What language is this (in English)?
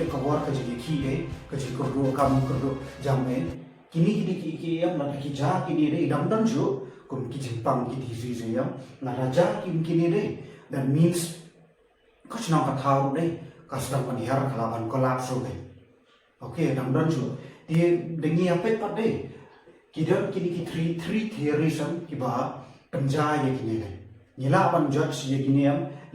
Khasi